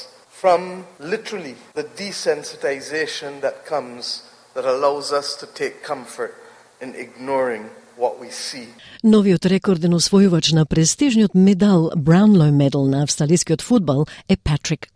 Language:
Macedonian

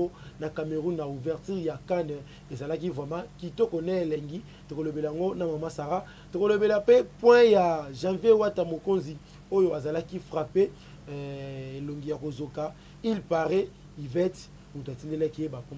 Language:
Lingala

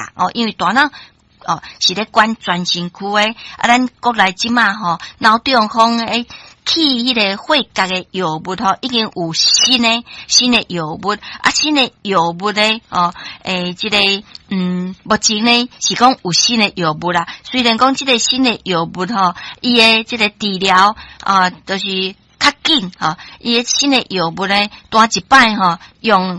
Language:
Min Nan Chinese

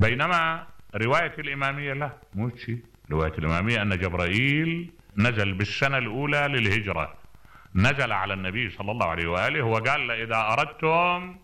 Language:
Mesopotamian Arabic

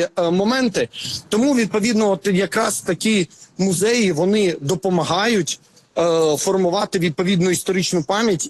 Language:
Ukrainian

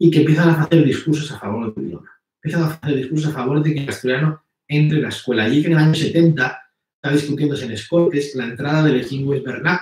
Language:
Asturian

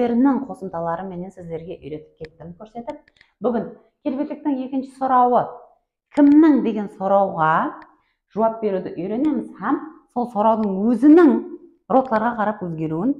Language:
Kara-Kalpak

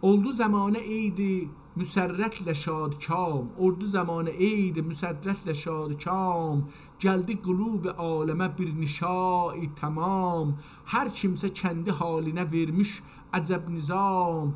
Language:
South Azerbaijani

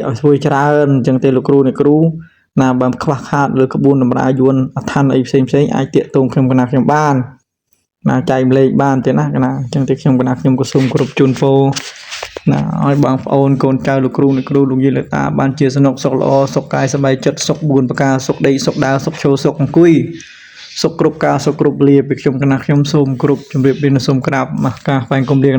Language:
Khmer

